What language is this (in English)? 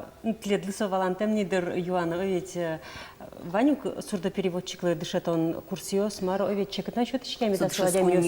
Udmurt